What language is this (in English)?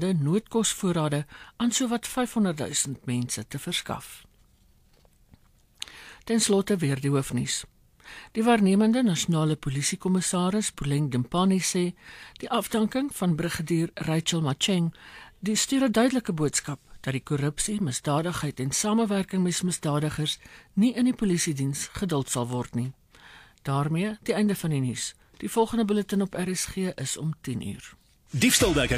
Afrikaans